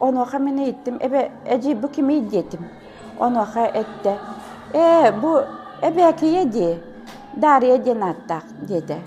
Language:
Yakut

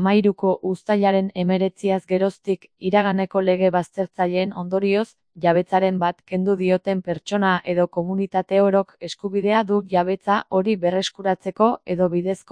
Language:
Basque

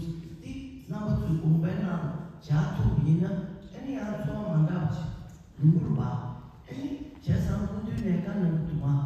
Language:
Tibetan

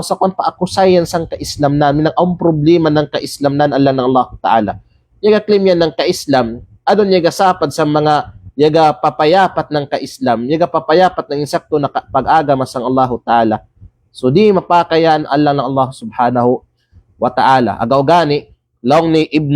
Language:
Kalagan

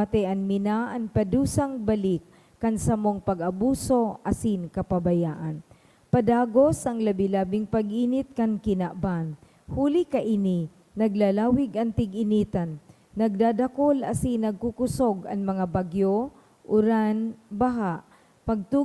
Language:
Bikol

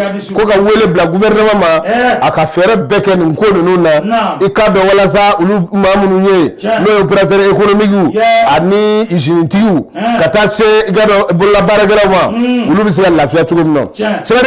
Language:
Bambara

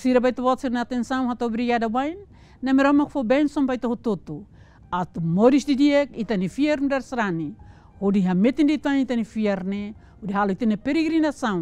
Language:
Tetum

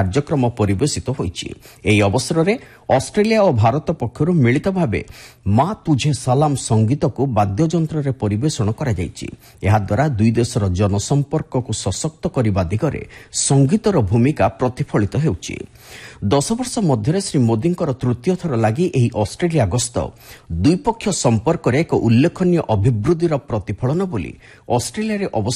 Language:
Odia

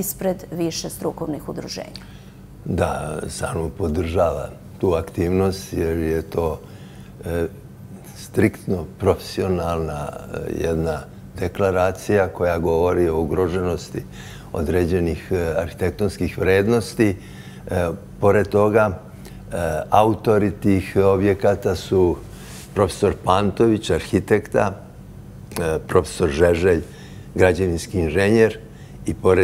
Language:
Serbian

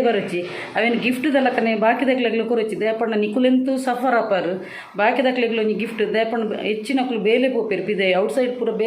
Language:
Tulu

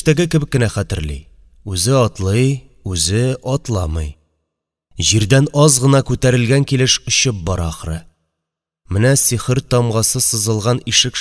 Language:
Tatar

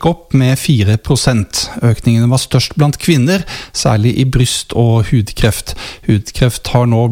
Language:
Norwegian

